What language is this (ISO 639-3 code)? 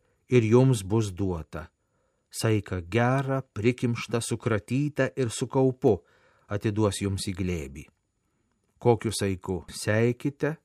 lit